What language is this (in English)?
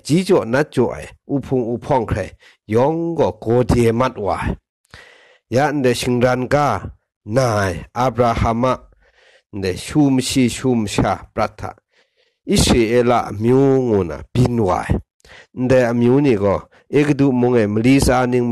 Kachin